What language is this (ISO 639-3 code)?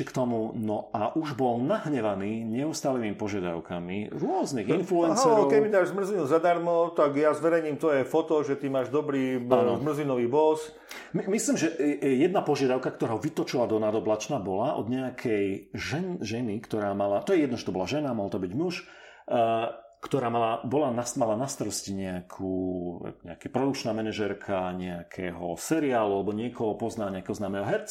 slk